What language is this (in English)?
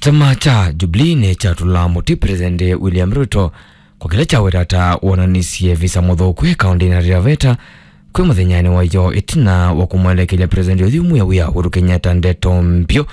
Kamba